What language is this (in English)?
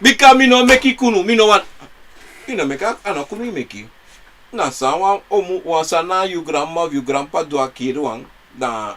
Sranan Tongo